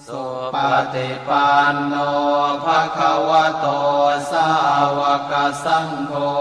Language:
Pali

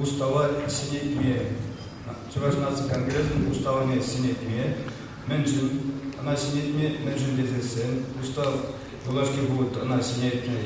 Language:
Chuvash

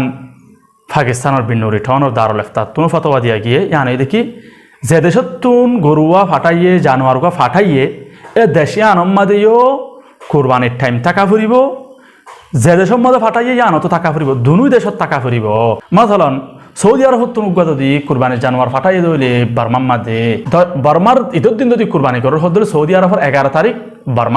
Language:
Rohingya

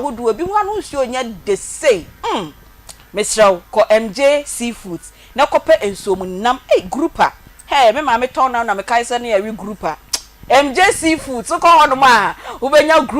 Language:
Akan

